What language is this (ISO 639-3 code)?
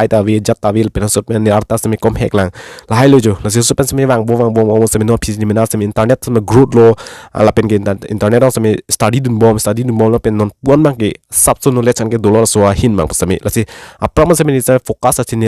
mjw